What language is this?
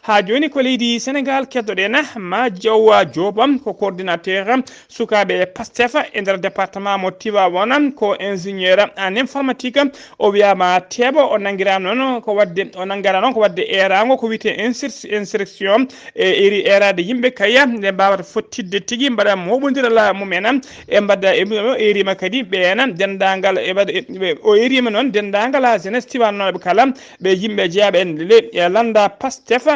Fula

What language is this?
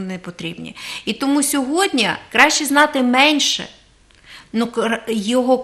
Ukrainian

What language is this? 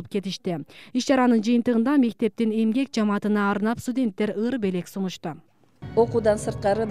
Kyrgyz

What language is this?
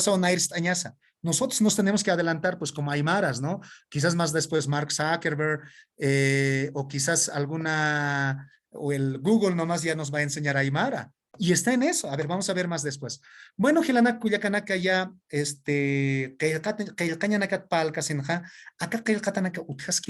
Aymara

